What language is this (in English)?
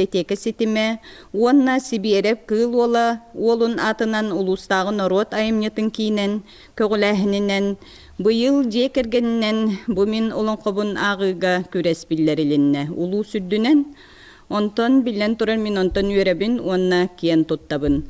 Yakut